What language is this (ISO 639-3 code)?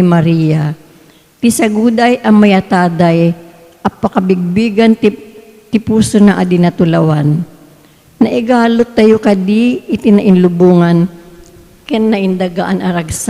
ilo